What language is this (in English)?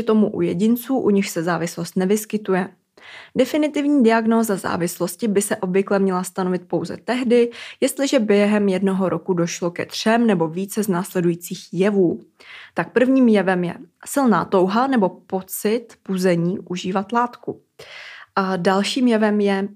Czech